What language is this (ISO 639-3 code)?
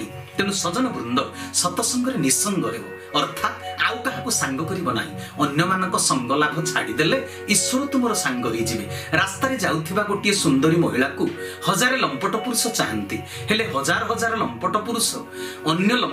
ori